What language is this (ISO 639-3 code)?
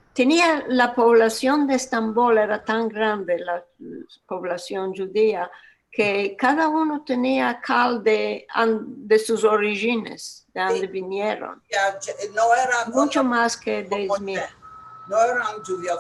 lad